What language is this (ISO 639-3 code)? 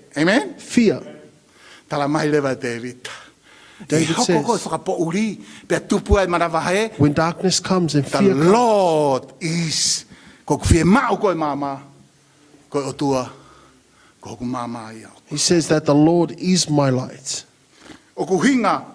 ton